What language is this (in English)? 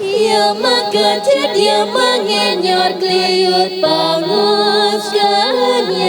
Balinese